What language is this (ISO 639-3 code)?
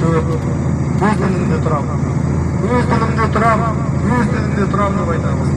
kaz